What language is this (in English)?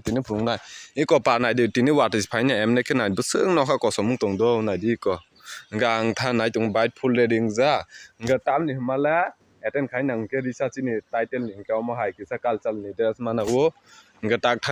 Kok Borok